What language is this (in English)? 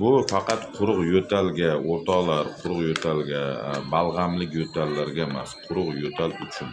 Uzbek